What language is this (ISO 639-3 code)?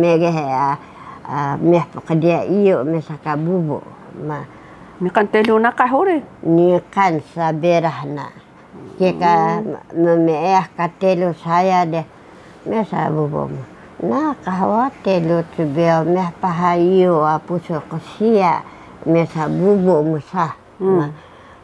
trv